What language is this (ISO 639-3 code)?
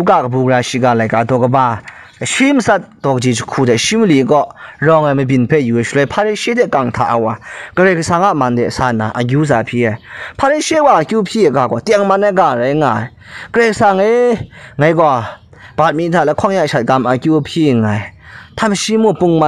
kac